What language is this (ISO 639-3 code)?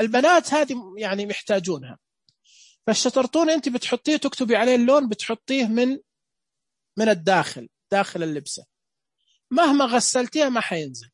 ars